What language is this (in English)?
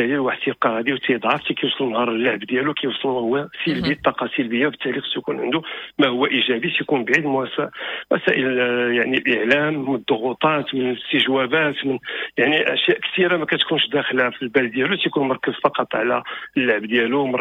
Moroccan Arabic